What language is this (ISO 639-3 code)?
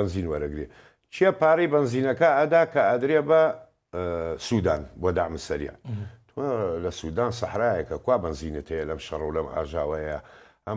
ckb